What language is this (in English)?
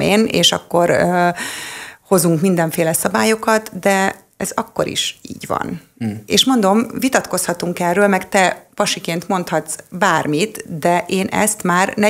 Hungarian